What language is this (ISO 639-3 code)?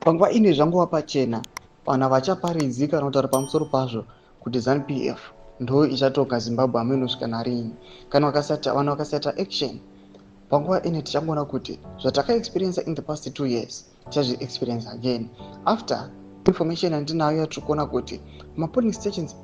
sna